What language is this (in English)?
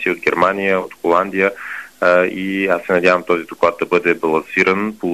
Bulgarian